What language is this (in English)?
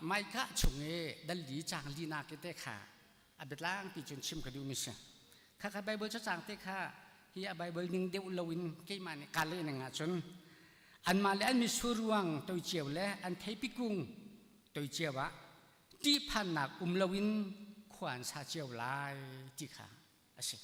Hakha Chin